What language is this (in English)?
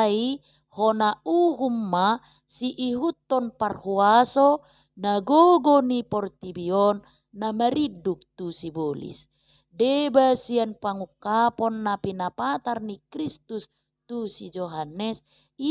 Batak Toba